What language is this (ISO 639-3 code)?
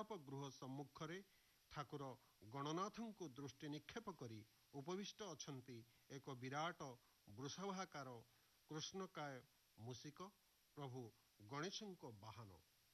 ori